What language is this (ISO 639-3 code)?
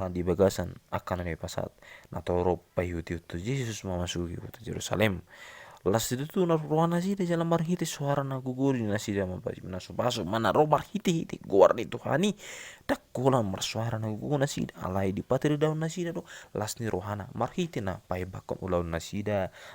bbc